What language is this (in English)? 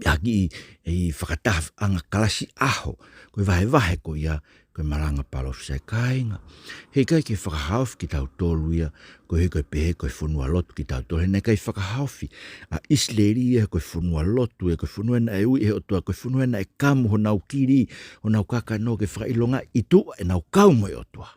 Tongan